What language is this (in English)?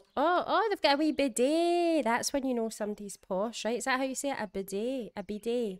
English